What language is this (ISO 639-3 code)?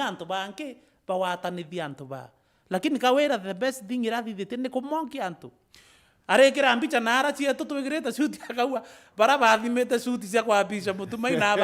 mer